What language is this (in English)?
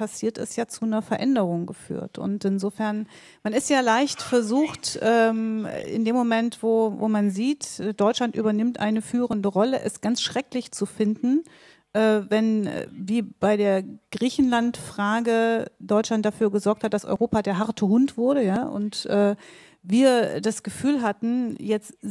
German